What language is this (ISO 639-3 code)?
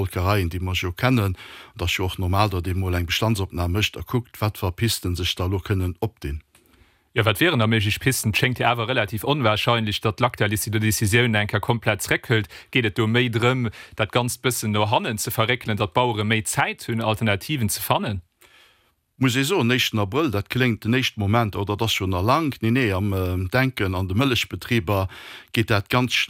ltz